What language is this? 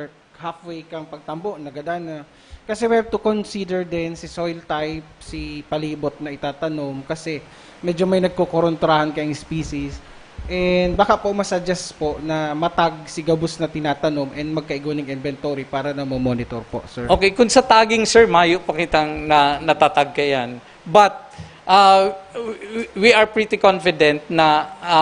Bikol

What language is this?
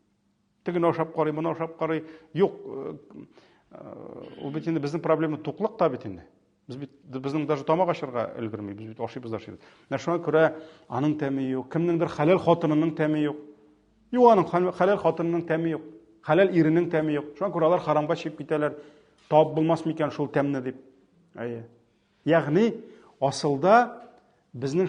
Tatar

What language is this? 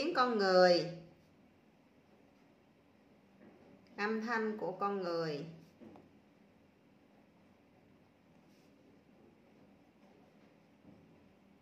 Vietnamese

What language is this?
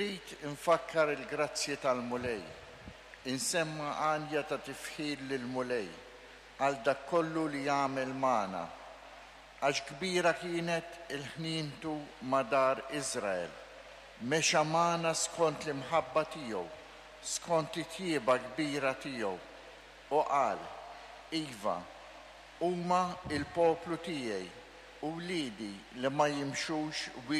Maltese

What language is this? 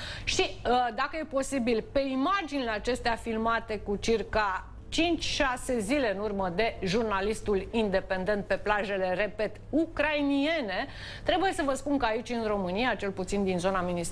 Romanian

